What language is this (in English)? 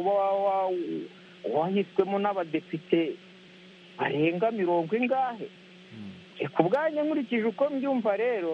Kinyarwanda